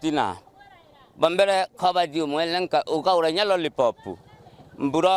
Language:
Meru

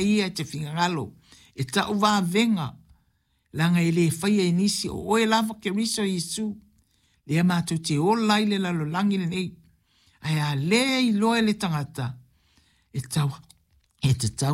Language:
Samoan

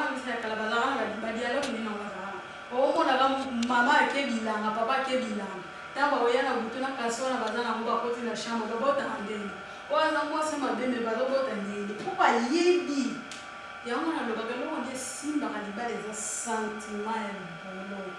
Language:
Lingala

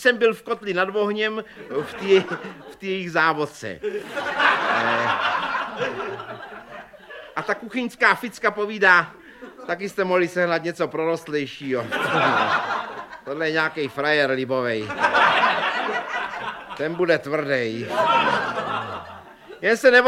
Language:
Czech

